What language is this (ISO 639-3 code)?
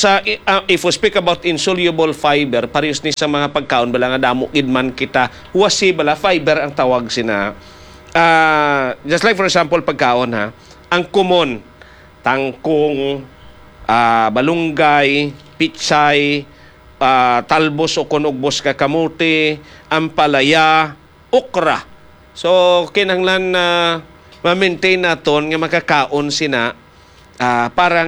hil